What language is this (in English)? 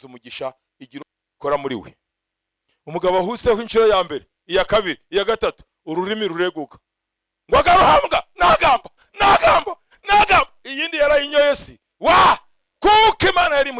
Kinyarwanda